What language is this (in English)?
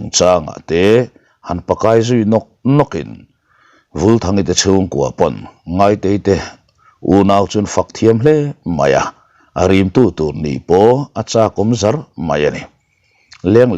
Mizo